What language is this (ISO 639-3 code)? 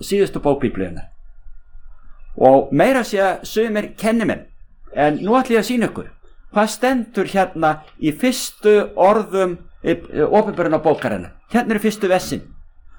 isl